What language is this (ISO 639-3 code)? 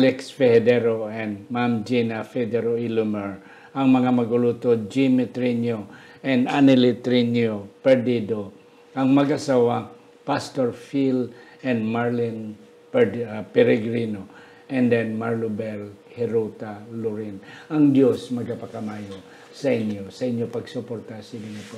hil